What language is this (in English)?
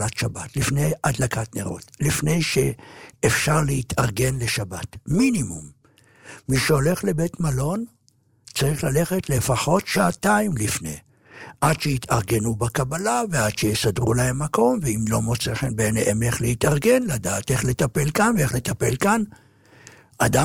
Hebrew